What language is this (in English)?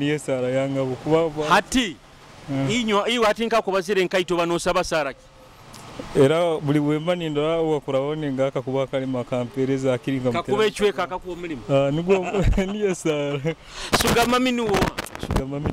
Nyoro